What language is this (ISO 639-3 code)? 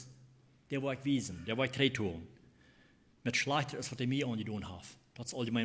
pdt